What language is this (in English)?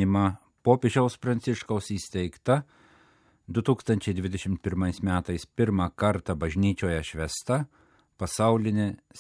Lithuanian